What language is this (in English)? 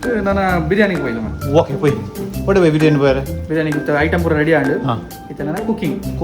Tulu